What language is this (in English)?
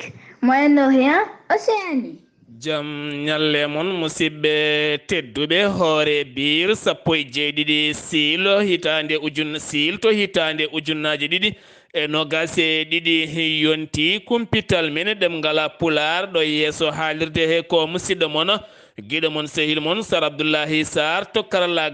Fula